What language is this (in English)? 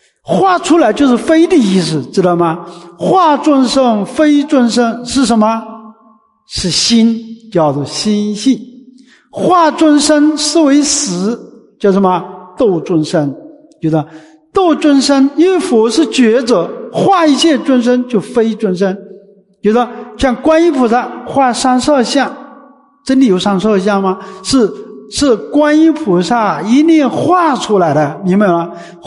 Chinese